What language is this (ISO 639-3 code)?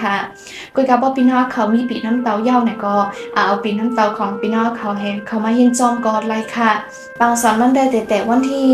shn